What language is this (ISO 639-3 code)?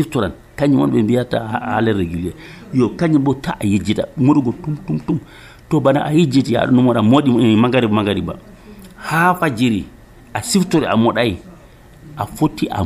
fuv